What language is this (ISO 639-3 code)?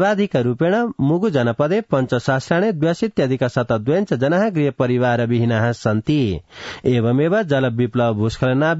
san